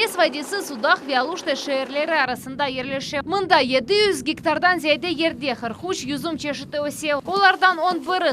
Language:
Crimean Tatar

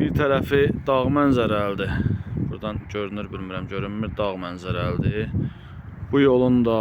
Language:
Azerbaijani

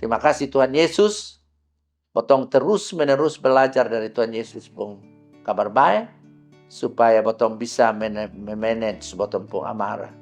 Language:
Kupang Malay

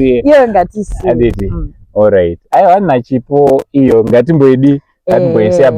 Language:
Shona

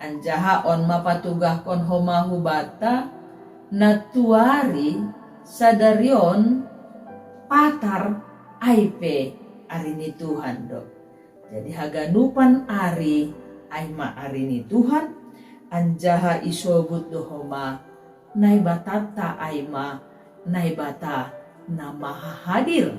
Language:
Batak Simalungun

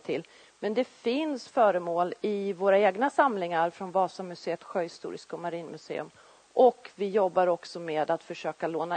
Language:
Swedish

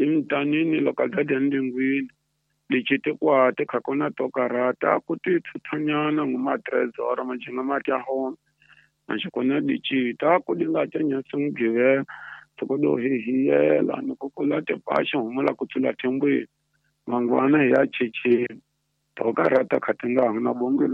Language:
Tsonga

